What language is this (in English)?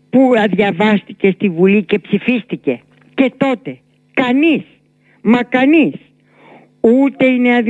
Greek